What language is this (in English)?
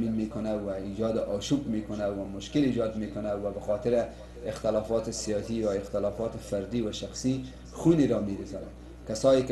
Persian